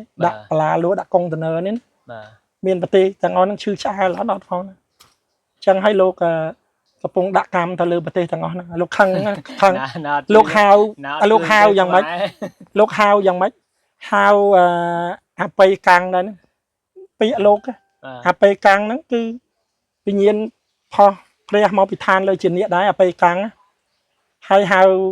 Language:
Khmer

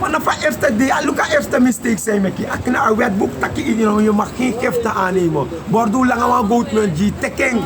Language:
Sranan Tongo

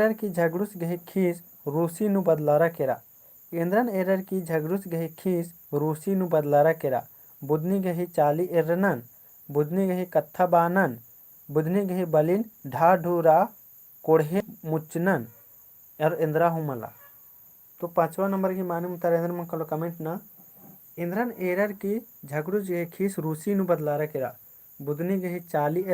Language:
Kurukh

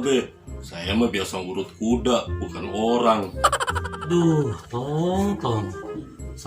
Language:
Betawi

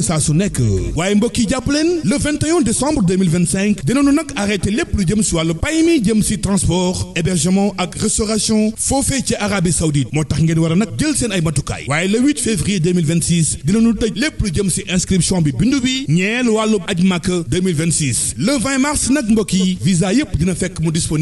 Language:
Wolof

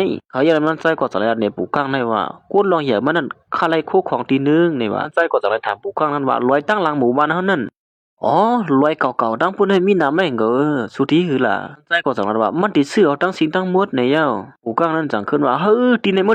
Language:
Shan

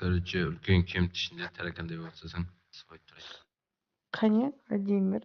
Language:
Kara-Kalpak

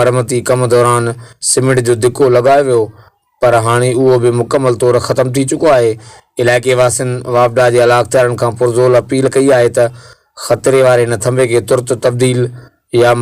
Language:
Sindhi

